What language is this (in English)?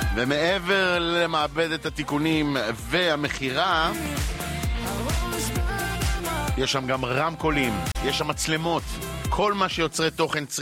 Hebrew